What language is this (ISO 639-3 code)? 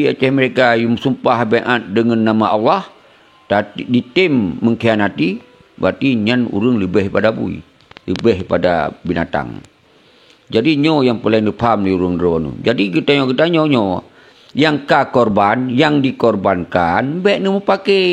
ace